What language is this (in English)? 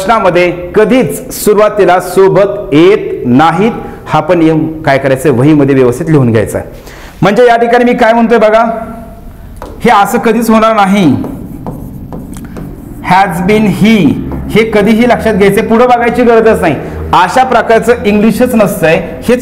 Marathi